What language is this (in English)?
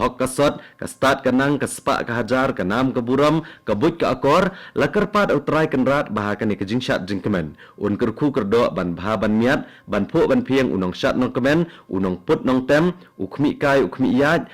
Khasi